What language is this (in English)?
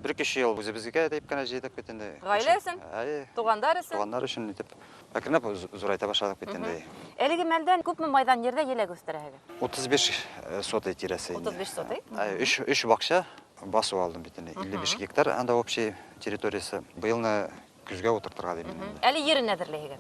Bashkir